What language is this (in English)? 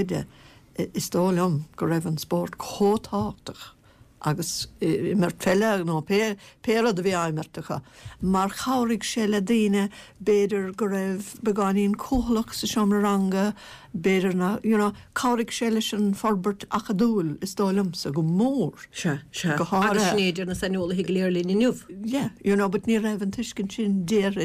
Irish